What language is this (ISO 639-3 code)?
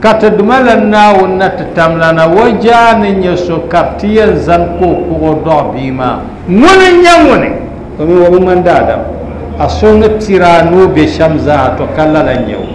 dag